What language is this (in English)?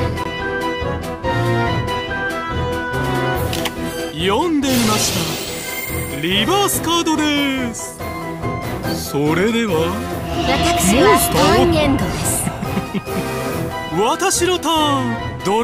Japanese